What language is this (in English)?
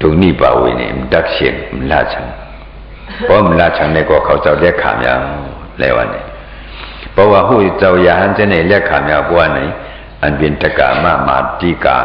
Shan